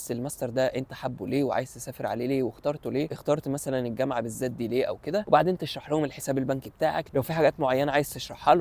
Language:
Egyptian Arabic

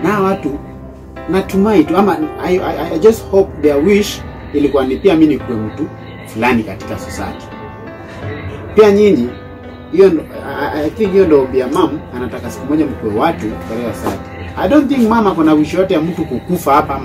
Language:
Swahili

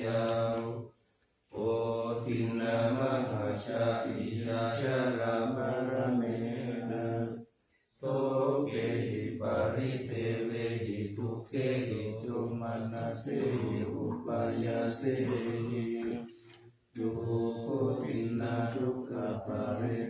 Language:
Pali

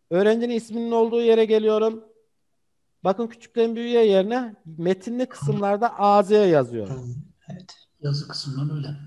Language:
Turkish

